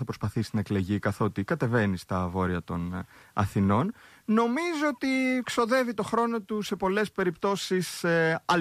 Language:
Greek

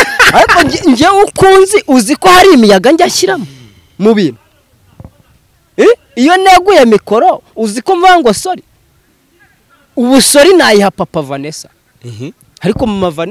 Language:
Kinyarwanda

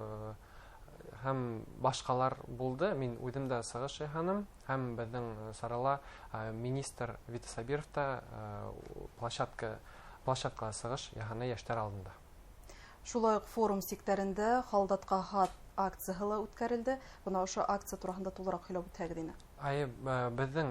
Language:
Bashkir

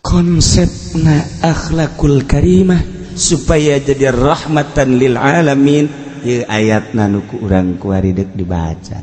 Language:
Sundanese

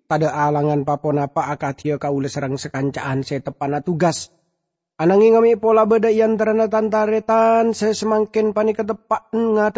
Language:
Madurese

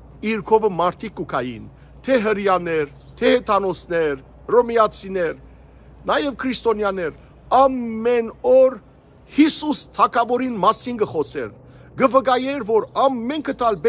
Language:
Western Armenian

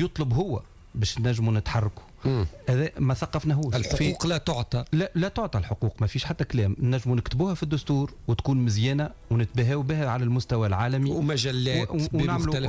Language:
Tunisian Arabic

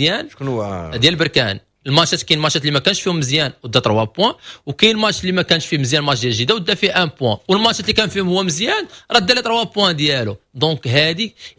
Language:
Moroccan Arabic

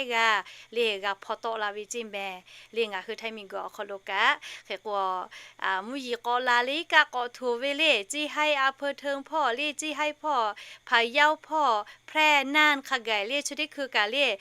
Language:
Lahu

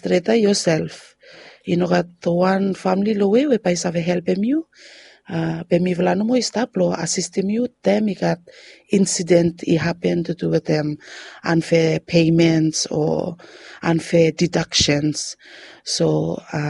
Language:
Bislama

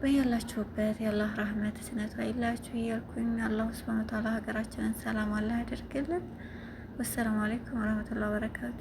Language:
Amharic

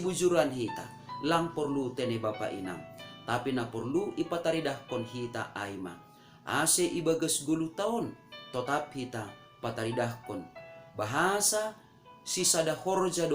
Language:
Batak Simalungun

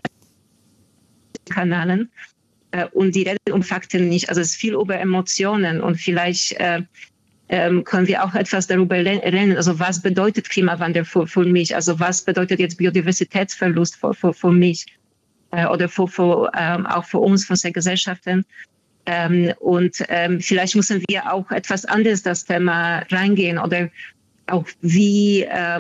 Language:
German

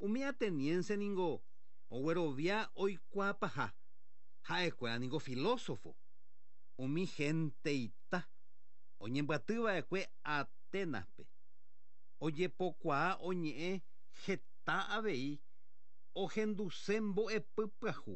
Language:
Guarani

